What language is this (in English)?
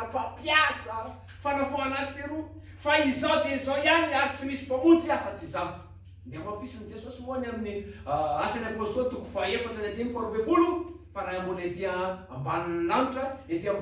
Malagasy